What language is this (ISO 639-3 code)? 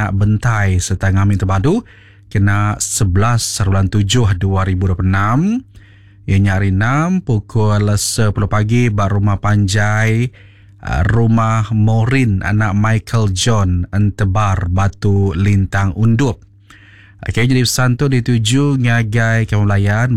iba